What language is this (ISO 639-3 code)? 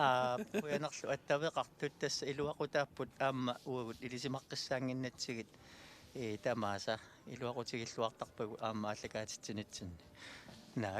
kal